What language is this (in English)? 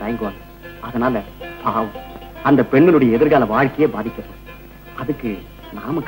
Tamil